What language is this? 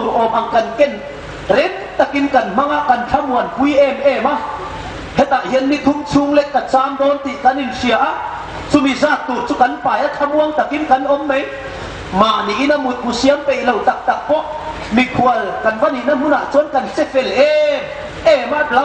Hmar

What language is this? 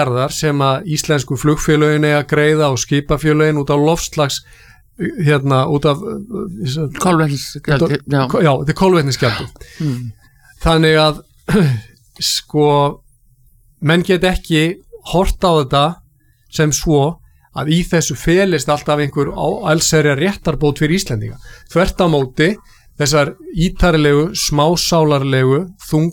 Icelandic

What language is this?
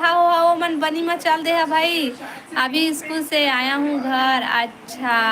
Chhattisgarhi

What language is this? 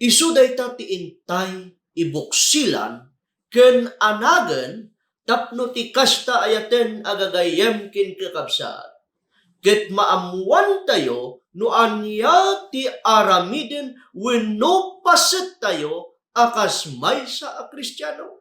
Iloko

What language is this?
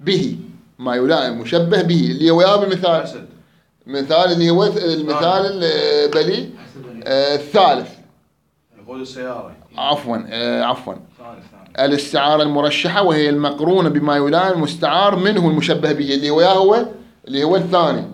Mesopotamian Arabic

